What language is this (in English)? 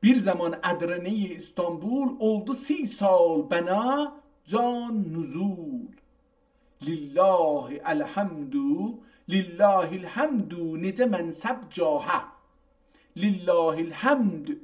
South Azerbaijani